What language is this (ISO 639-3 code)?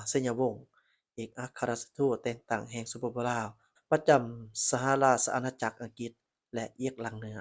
lao